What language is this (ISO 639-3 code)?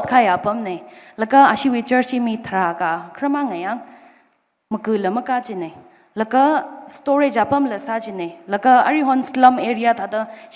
nmf